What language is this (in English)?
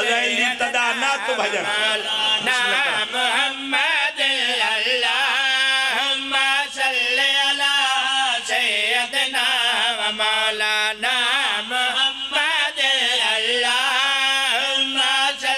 Pahari-Potwari